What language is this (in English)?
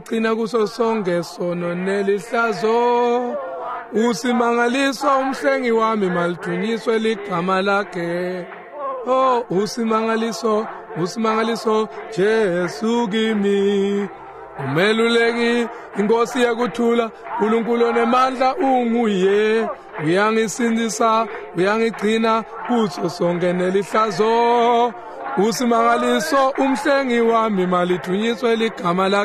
Swati